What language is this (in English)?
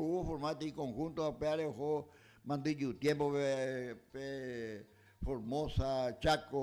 Guarani